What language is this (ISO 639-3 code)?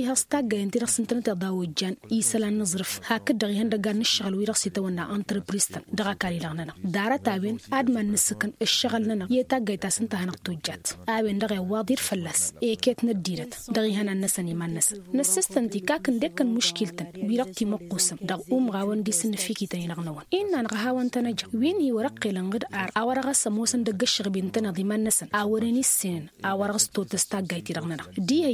taq